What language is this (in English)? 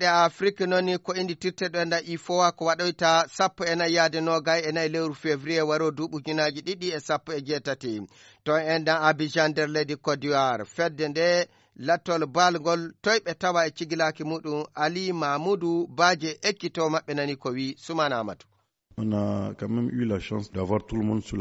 Fula